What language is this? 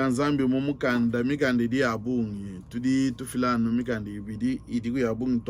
Luba-Lulua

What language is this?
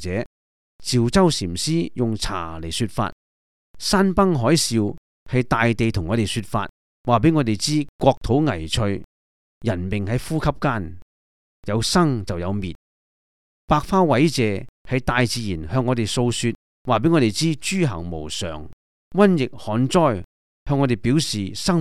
Cantonese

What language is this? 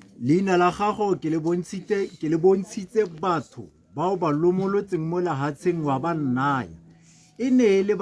Tswana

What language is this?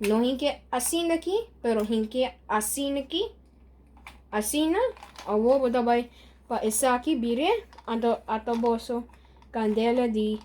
Papiamento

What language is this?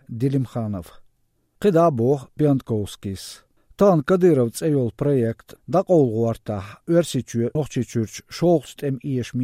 Chechen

